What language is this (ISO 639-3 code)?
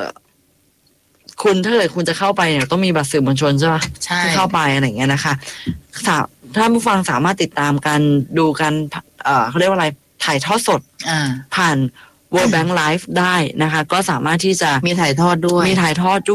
tha